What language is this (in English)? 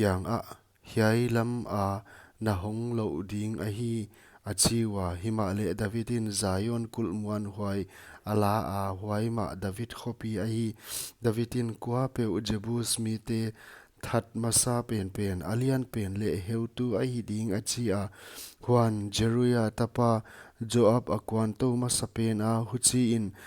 Paite Chin